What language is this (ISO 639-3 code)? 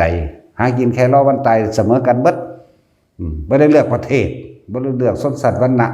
tts